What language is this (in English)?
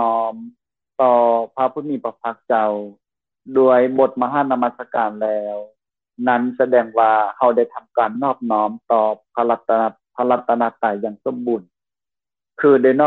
Lao